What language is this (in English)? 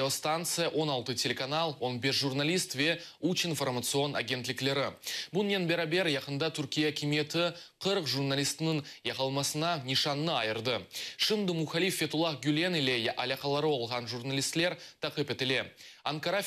Crimean Tatar